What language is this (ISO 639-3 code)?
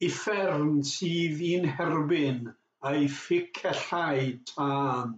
cym